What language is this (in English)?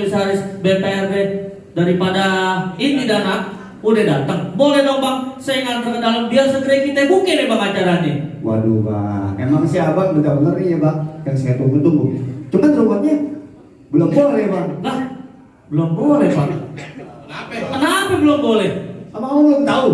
Betawi